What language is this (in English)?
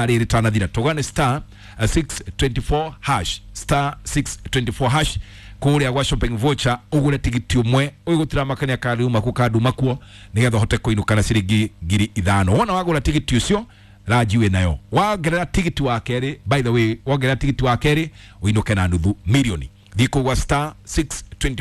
Kikuyu